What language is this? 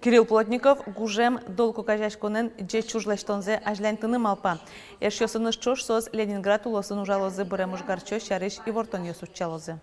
Udmurt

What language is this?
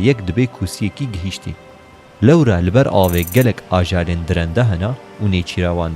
Kurdish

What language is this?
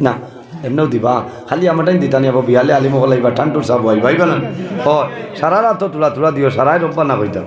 Sylheti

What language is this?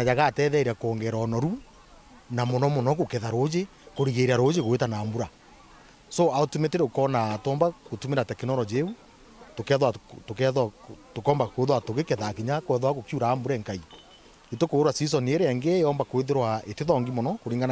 Meru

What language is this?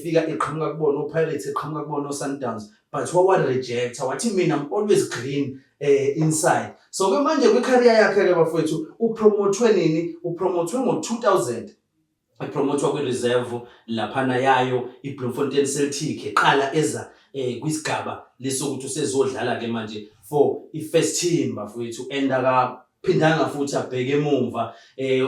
Zulu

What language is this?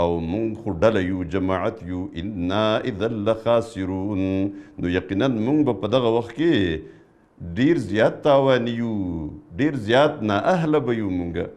Pashto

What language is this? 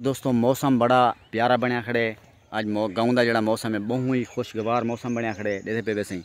Saraiki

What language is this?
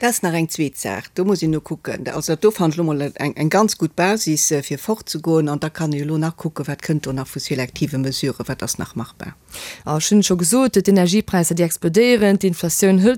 Luxembourgish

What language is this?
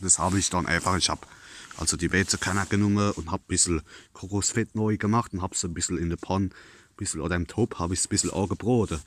Palatine German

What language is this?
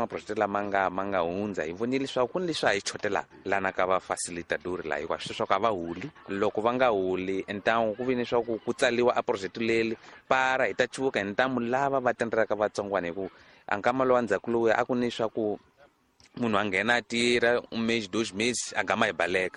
Tsonga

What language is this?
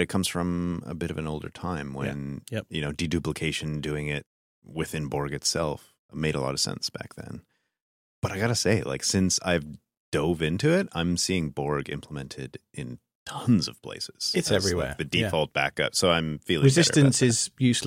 English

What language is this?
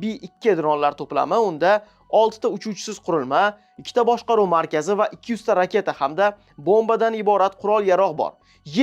Uzbek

